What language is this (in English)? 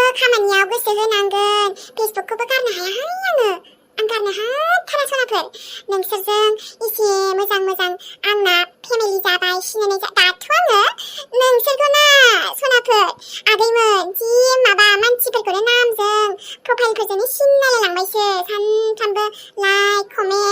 Bodo